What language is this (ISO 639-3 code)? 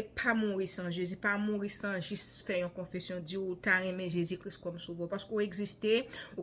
hat